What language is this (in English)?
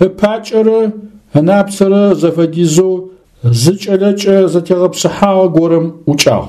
Adyghe